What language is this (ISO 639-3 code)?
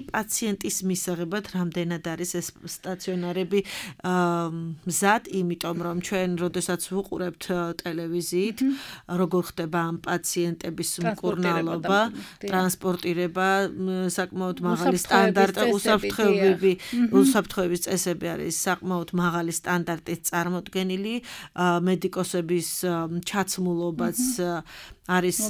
kat